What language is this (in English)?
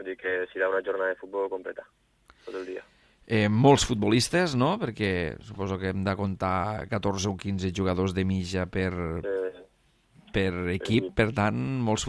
Catalan